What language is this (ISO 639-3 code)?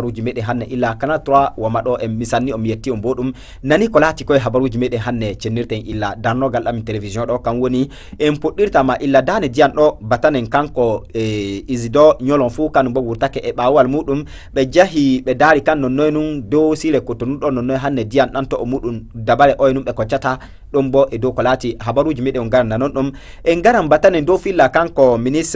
ful